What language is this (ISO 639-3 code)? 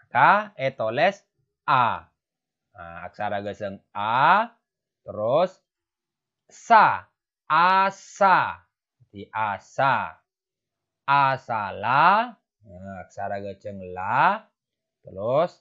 mad